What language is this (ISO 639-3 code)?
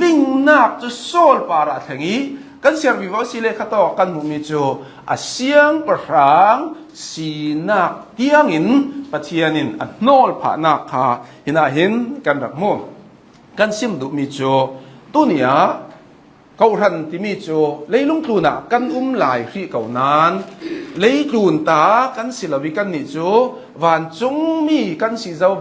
cnh